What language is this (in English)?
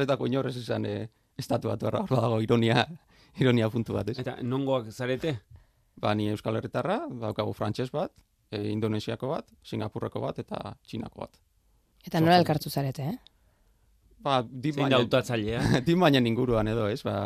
Basque